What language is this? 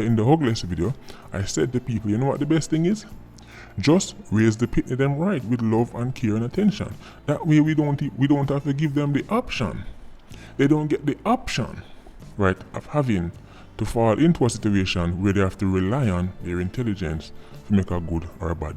Jamaican Creole English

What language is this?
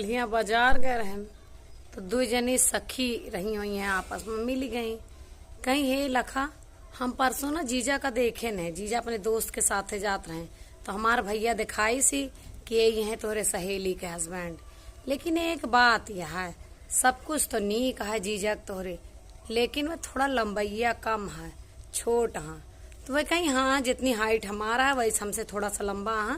Awadhi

